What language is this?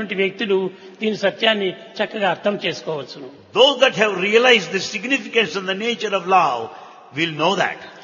Telugu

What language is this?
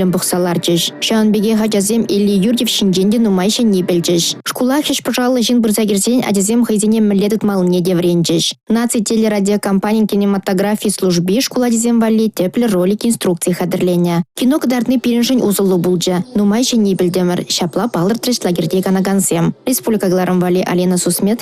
Chuvash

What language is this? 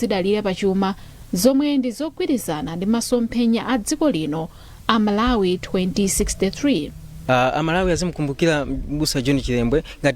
Nyanja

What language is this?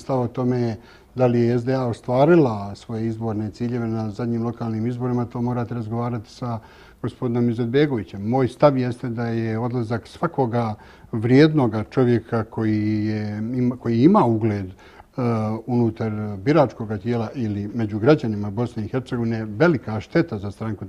Bosnian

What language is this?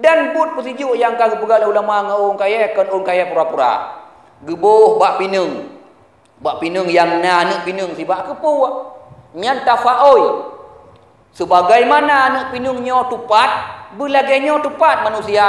Achinese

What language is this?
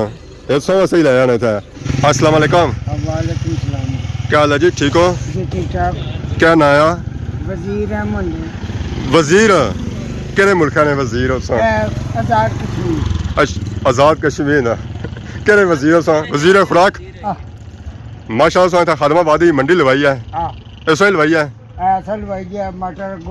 Pahari-Potwari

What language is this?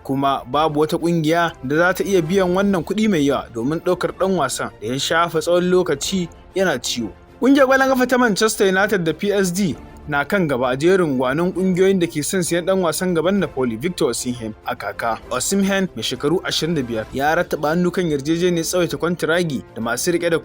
Hausa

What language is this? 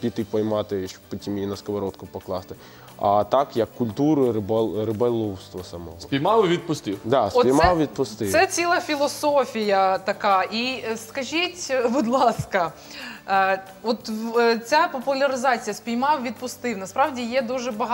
Ukrainian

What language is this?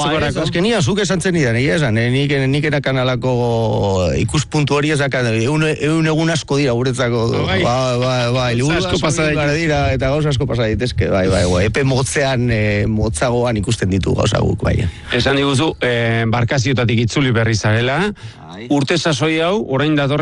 Basque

